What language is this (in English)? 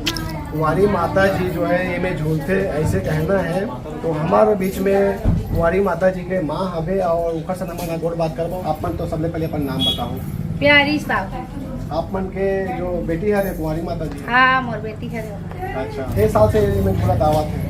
Chhattisgarhi